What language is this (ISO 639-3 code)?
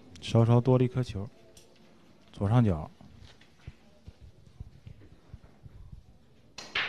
zho